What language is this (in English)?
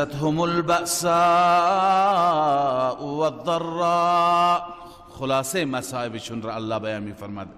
Persian